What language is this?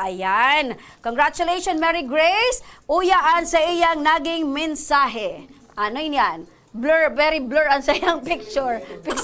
Bikol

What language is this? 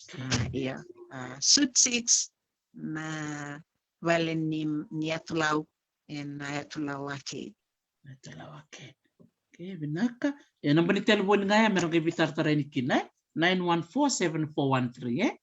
Fijian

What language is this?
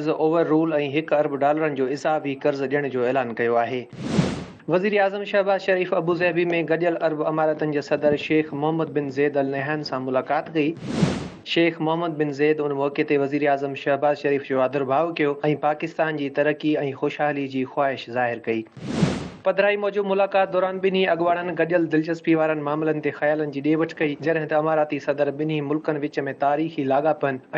Sindhi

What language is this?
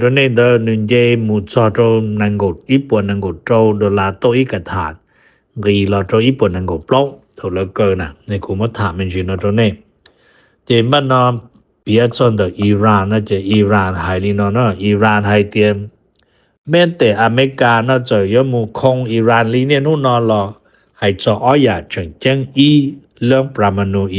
Hmong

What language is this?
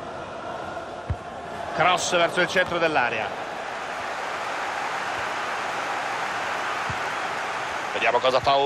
Italian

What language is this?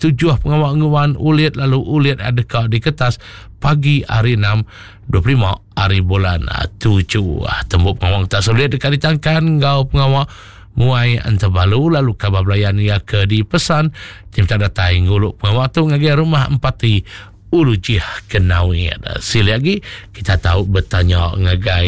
Iban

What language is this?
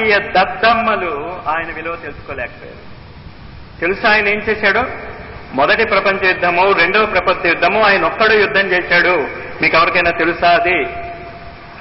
Telugu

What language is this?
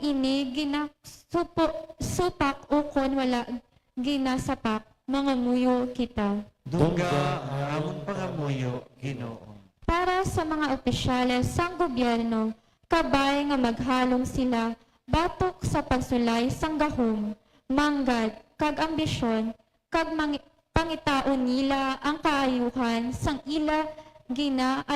Hiligaynon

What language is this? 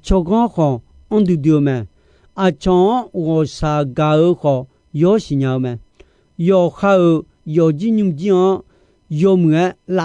Akha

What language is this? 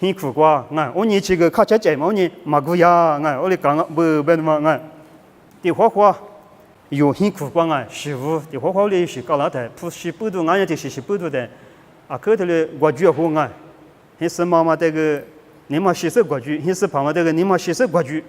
Lisu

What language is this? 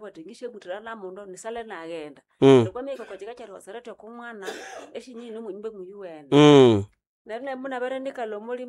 Nande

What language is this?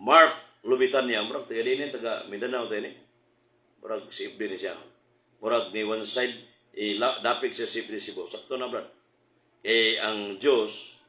Cebuano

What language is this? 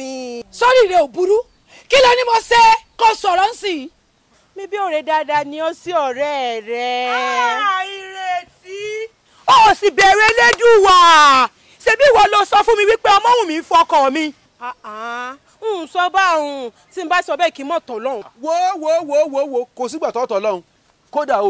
Yoruba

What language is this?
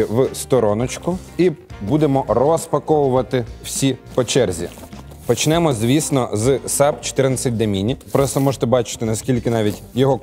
Ukrainian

